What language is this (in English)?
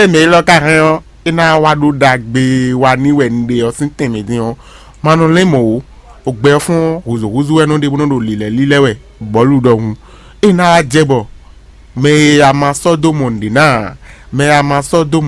Fon